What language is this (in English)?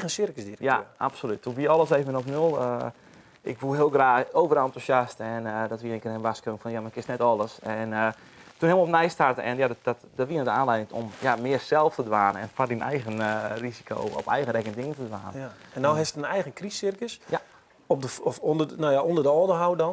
Western Frisian